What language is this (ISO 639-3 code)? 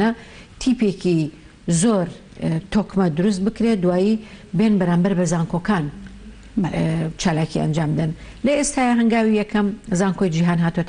ckb